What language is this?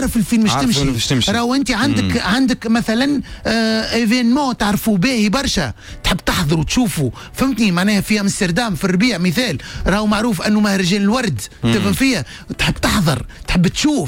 Tunisian Arabic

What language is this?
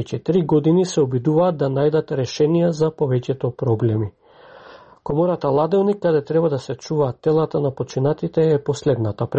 Macedonian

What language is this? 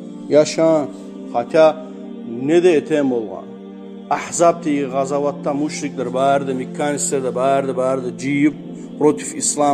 Kumyk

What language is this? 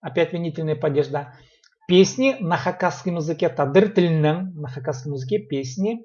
Khakas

